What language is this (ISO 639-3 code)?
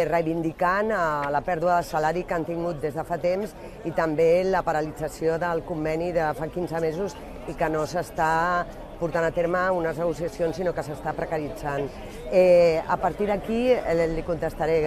cat